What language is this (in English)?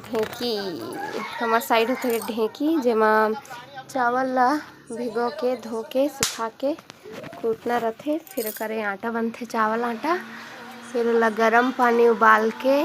Chhattisgarhi